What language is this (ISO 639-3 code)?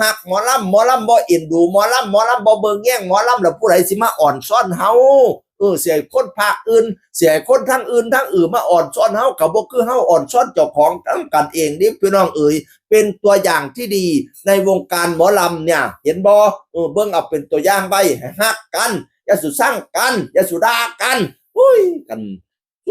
tts